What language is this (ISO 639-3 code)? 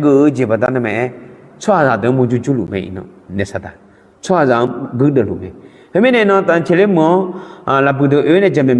ahk